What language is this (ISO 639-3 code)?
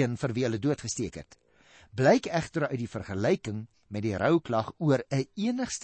afr